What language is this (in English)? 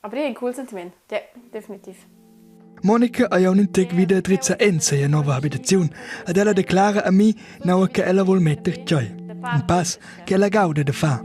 Romansh